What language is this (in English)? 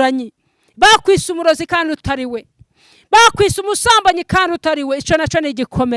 Kinyarwanda